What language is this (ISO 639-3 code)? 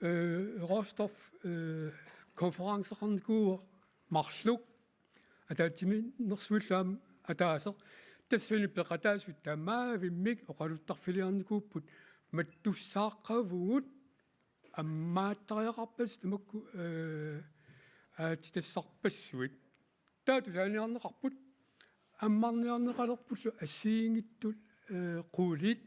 kal